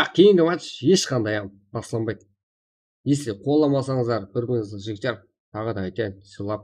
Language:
Kara-Kalpak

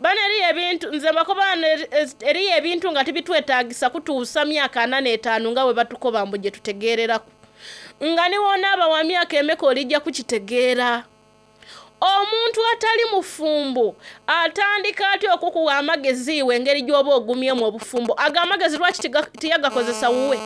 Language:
Soga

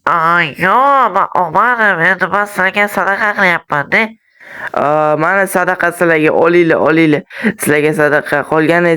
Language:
Uzbek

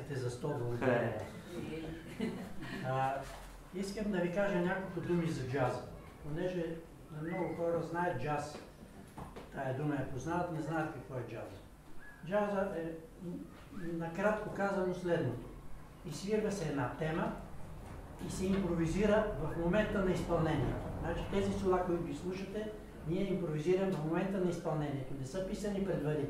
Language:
Bulgarian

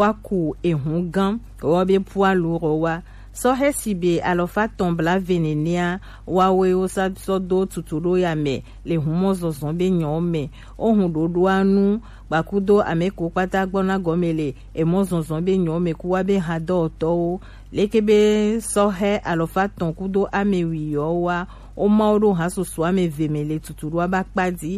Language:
Gen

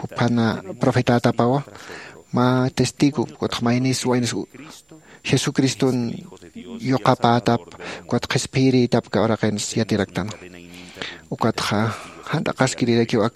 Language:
Aymara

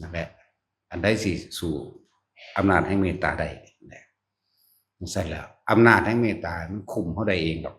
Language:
Northeastern Thai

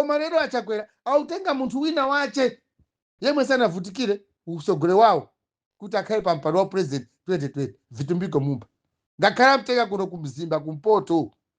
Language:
Nyanja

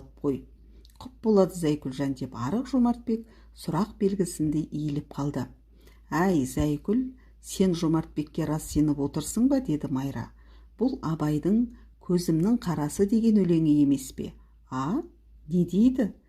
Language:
Kazakh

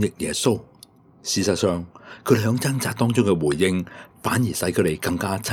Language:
Cantonese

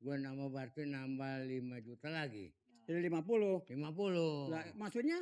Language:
Betawi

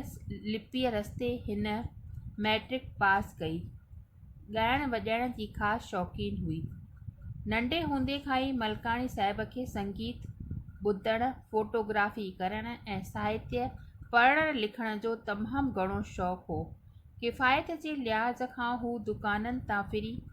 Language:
Sindhi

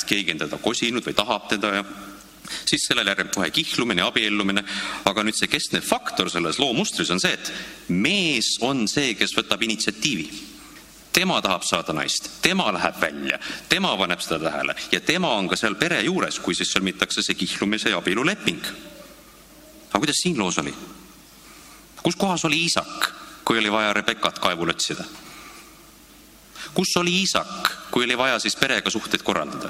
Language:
Estonian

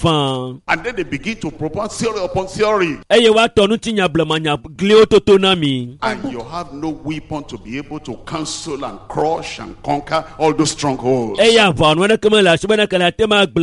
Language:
Ewe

